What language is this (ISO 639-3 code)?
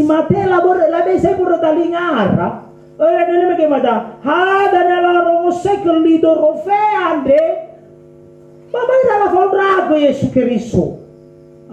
nia